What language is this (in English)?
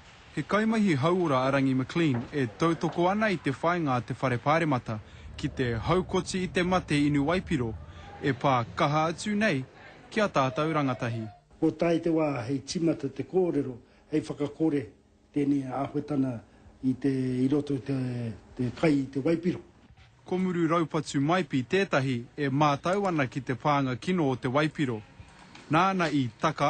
Māori